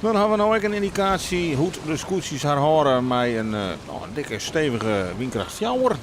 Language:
Western Frisian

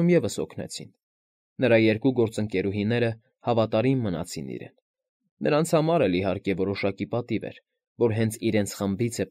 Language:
Armenian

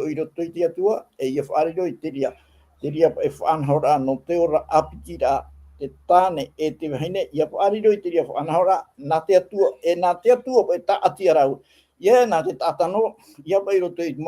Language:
Tahitian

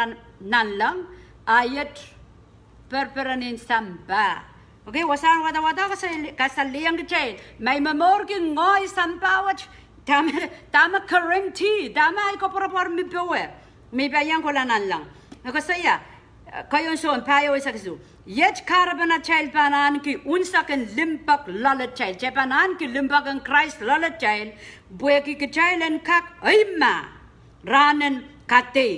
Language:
Pohnpeian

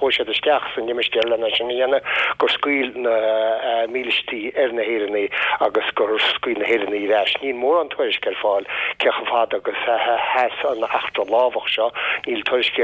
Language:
Irish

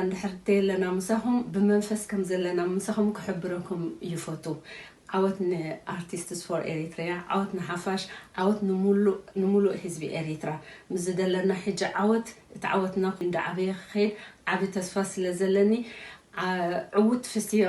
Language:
Tigrinya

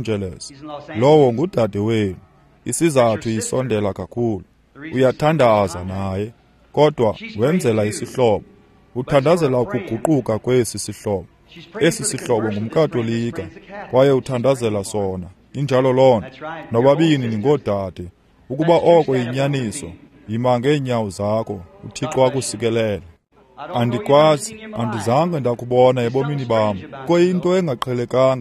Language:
Xhosa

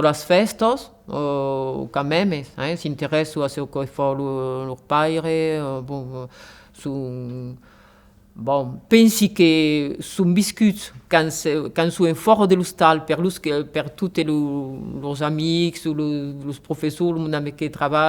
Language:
Occitan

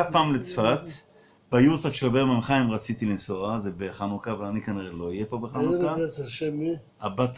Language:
Hebrew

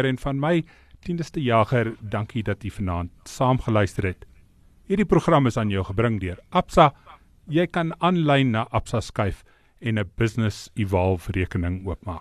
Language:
Afrikaans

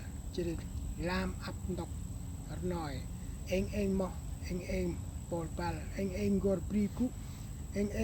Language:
Central Mnong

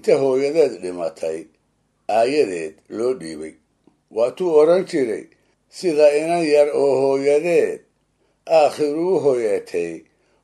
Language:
Somali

